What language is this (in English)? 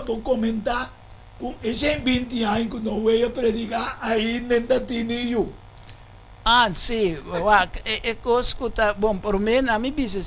Papiamento